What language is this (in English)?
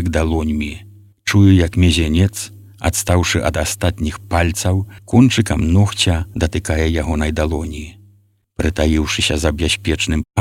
Belarusian